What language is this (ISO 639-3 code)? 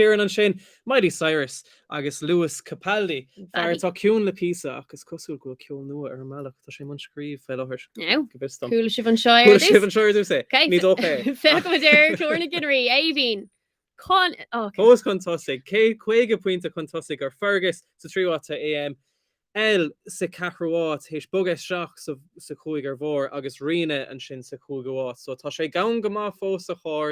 gle